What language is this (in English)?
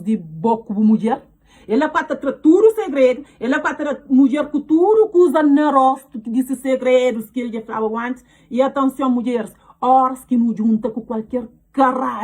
Kabuverdianu